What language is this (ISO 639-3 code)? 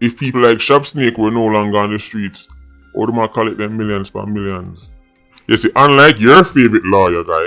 jam